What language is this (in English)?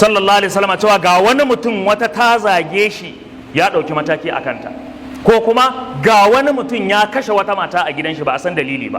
Hausa